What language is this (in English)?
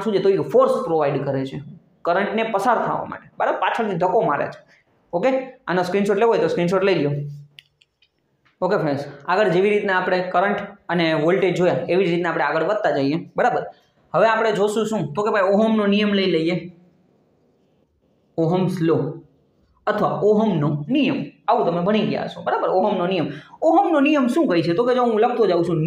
Gujarati